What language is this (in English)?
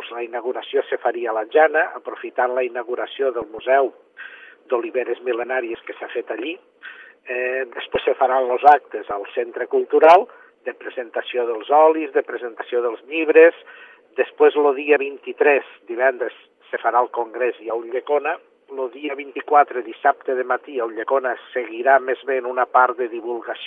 Catalan